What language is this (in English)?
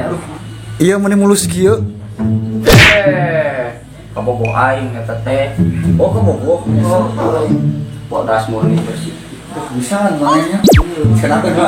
Sundanese